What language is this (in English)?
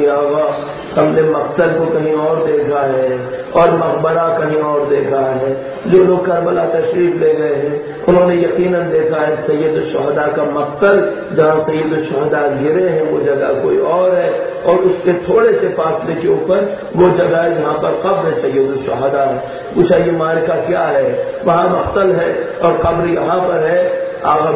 Urdu